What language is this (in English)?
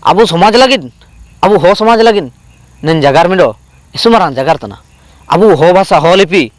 Ho